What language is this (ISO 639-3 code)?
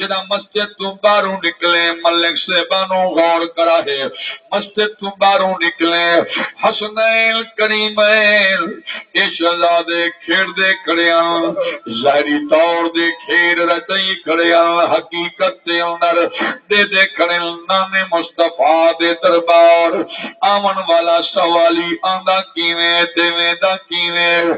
skr